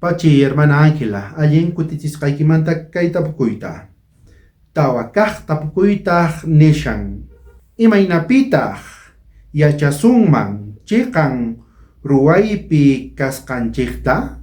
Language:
South Bolivian Quechua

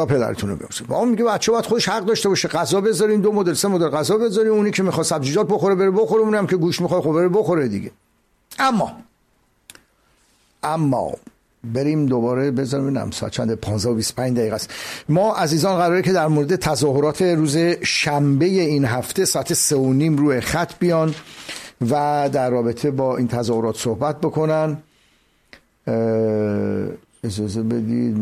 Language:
Persian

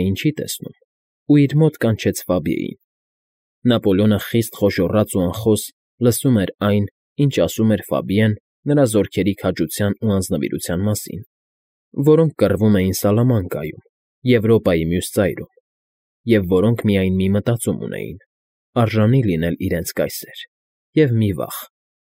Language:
Armenian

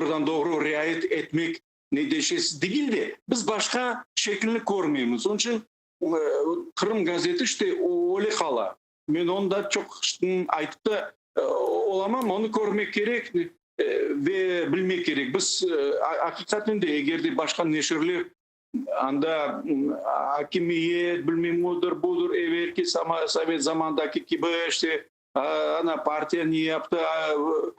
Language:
Crimean Tatar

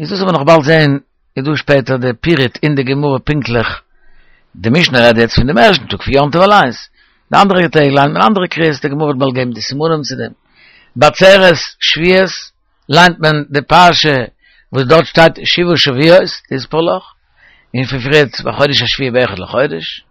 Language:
Yiddish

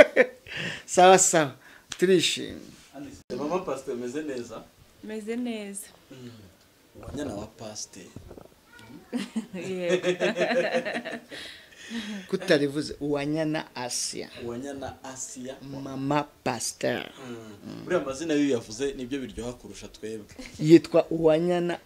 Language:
Kinyarwanda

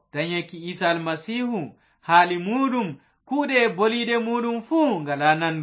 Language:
Fula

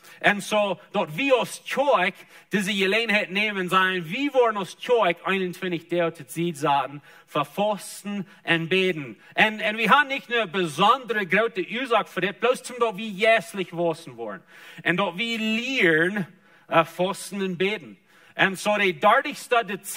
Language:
Plautdietsch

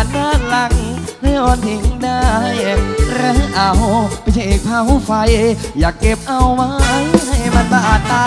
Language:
Thai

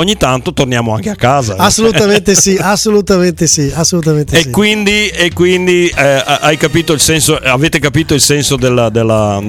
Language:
Italian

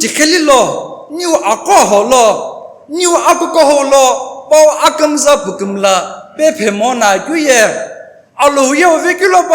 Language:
Sumi Naga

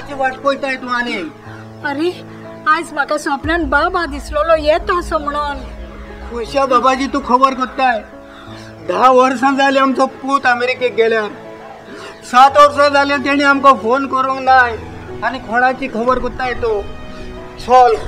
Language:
Konkani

